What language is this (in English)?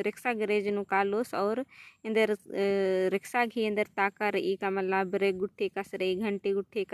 Kurukh